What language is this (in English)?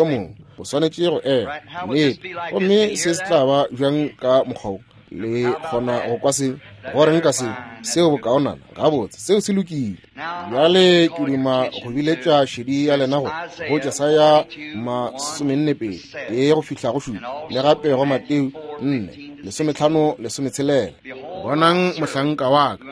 Northern Sotho